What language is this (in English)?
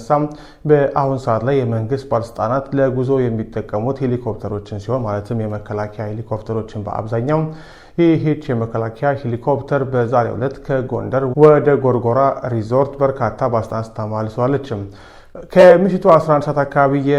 Amharic